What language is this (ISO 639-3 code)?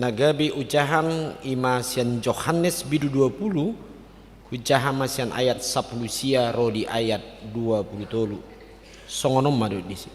bbc